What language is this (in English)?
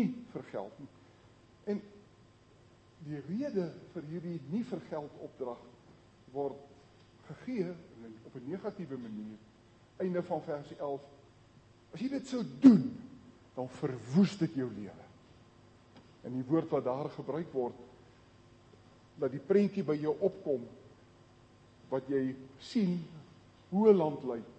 Afrikaans